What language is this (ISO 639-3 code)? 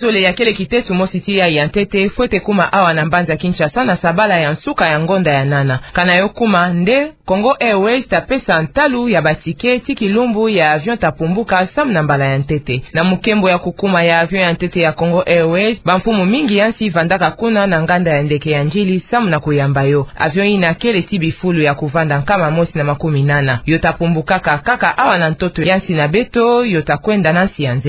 ktu